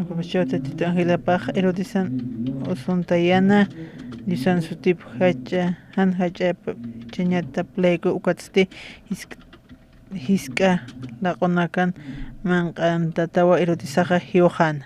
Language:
Aymara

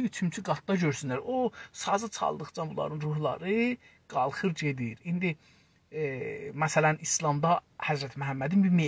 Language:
South Azerbaijani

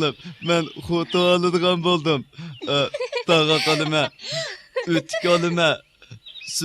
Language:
Uyghur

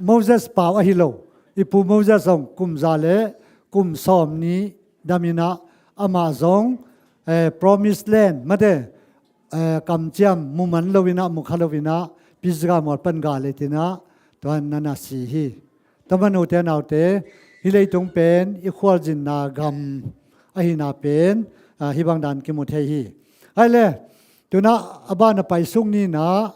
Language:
Tedim Chin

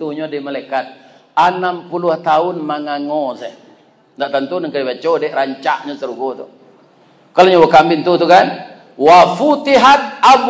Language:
Minangkabau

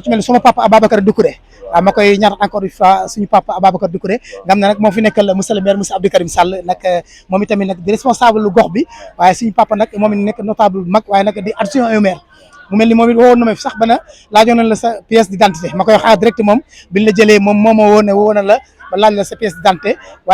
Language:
Wolof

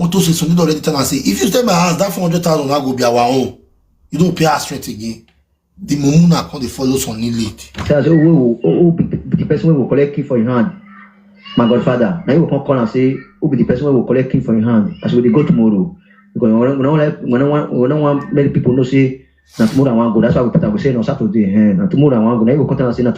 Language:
Nigerian Pidgin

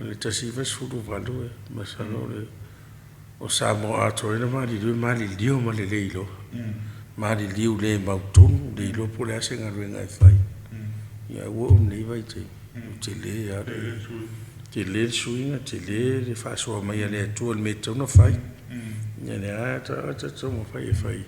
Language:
Samoan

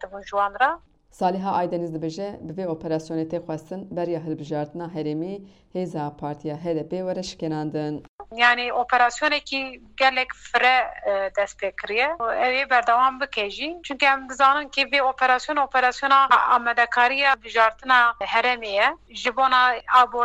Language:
Kurdish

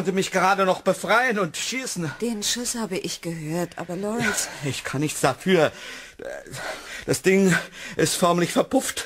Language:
German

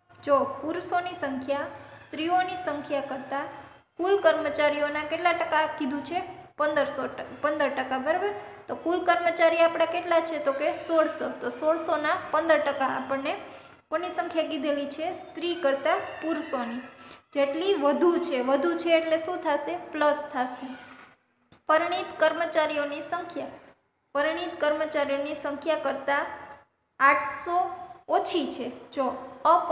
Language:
Gujarati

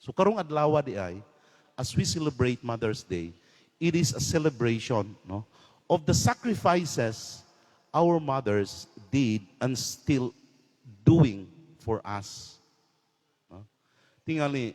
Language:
Cebuano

